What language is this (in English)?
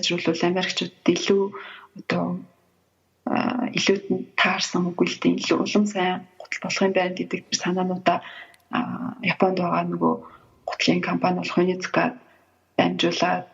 Mongolian